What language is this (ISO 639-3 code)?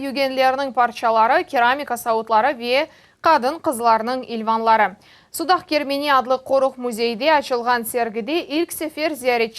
crh